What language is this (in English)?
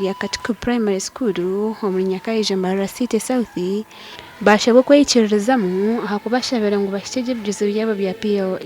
Nyankole